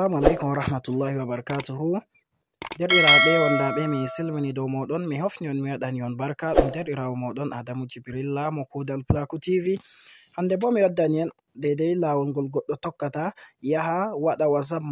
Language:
Fula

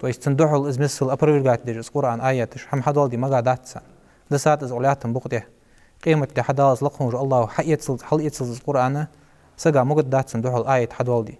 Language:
Ingush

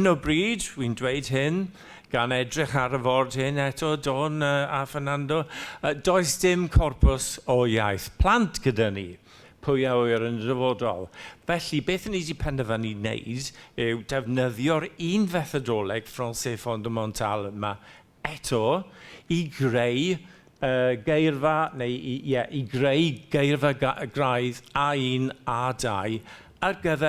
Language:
Welsh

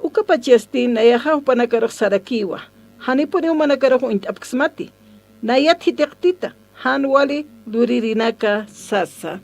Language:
Aymara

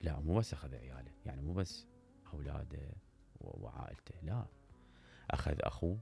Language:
Mesopotamian Arabic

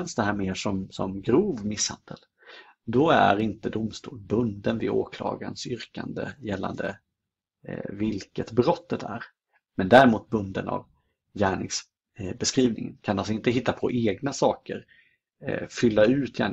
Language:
Swedish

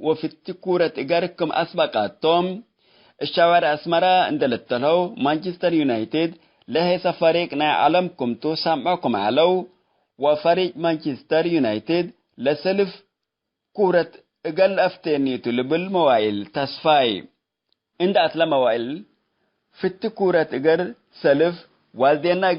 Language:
Tigre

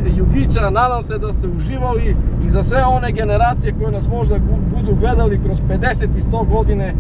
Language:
Serbian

